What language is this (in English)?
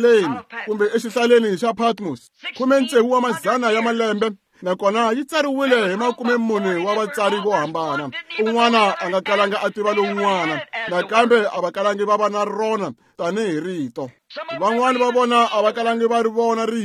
Tsonga